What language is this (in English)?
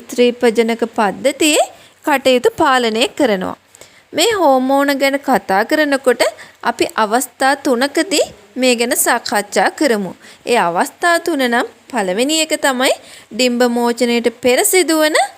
Sinhala